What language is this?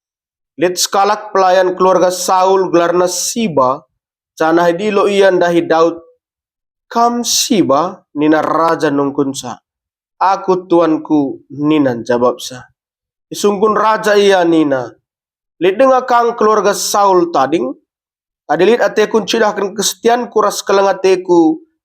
Batak Karo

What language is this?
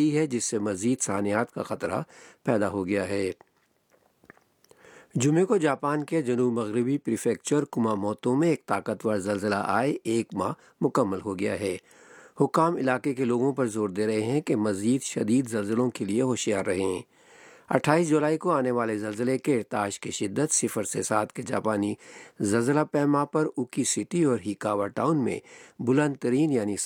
Urdu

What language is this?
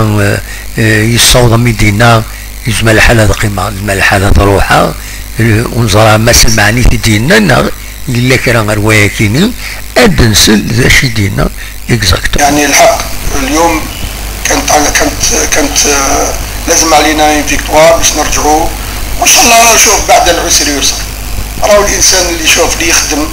Kabyle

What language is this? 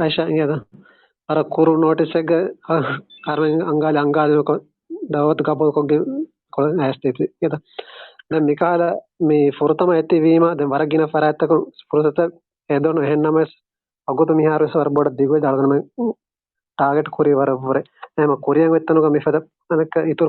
Divehi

